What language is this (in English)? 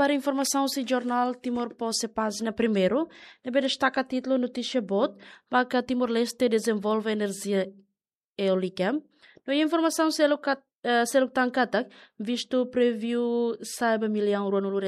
Tetum